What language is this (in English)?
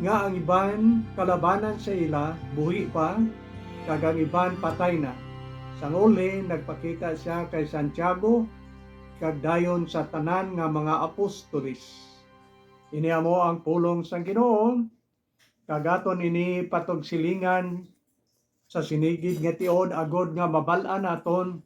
Hiligaynon